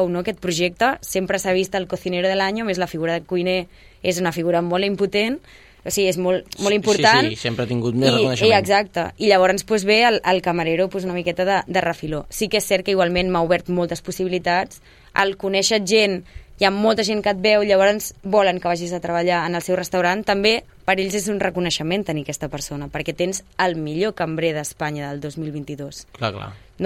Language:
Catalan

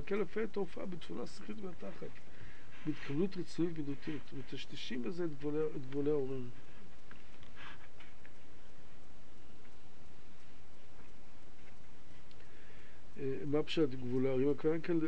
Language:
Hebrew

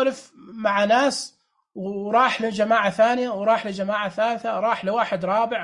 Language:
Najdi Arabic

